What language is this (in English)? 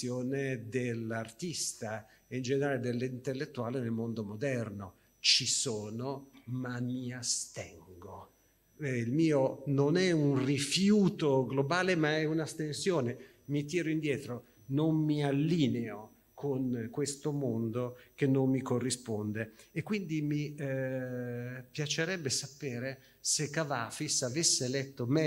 Italian